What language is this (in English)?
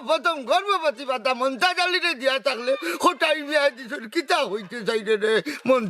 Sylheti